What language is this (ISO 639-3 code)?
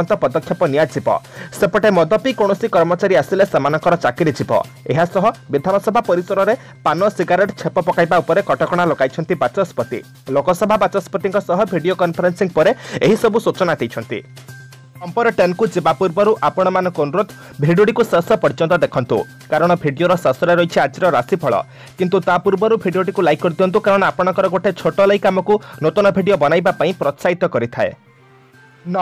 ori